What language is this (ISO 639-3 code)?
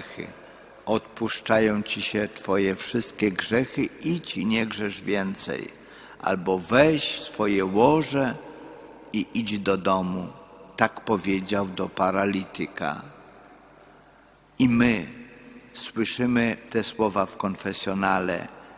pol